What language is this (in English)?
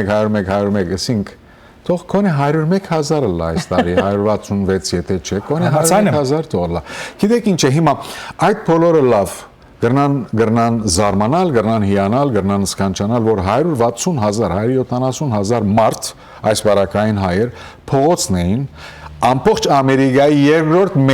Western Armenian